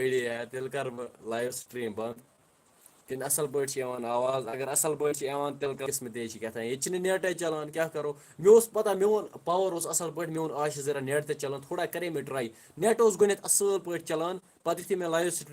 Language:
Kashmiri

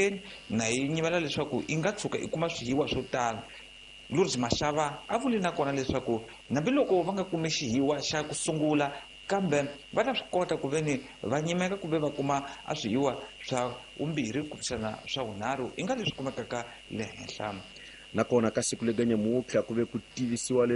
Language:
Tsonga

